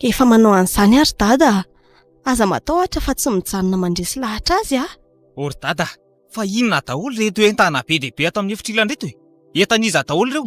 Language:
Malagasy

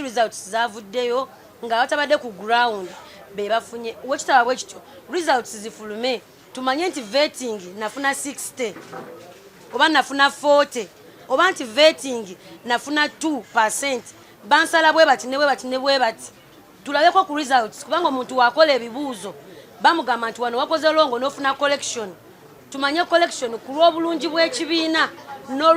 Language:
Ganda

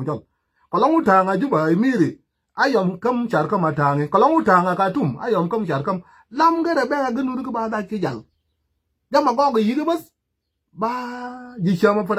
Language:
Nuer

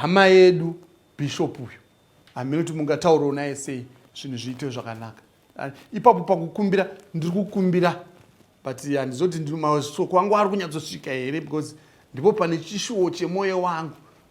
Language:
Shona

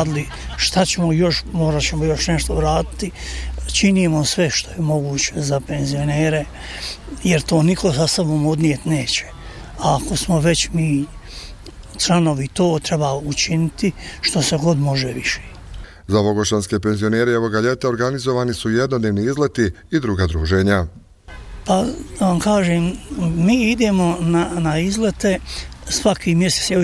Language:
Bosnian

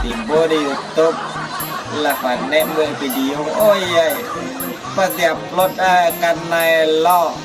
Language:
Minangkabau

